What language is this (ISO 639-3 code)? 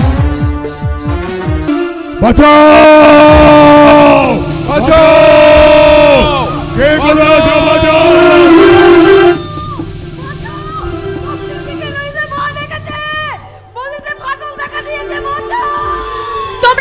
ben